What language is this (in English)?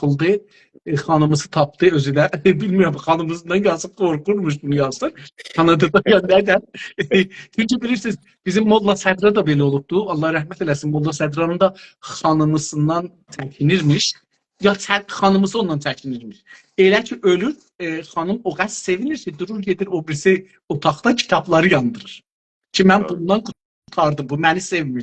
South Azerbaijani